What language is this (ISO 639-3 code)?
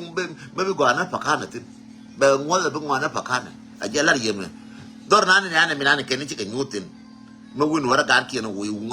nus